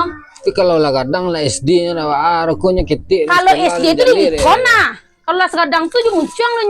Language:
Minangkabau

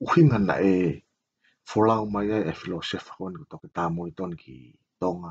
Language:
Tongan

